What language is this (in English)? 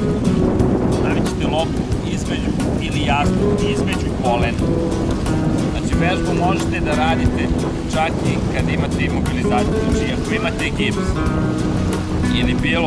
Serbian